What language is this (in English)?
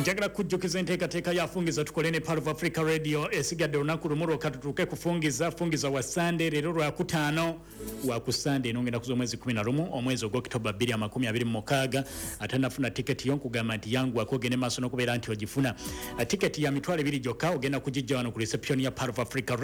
Ganda